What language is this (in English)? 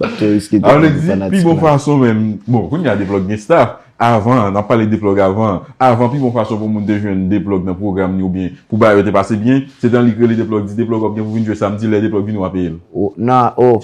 Haitian Creole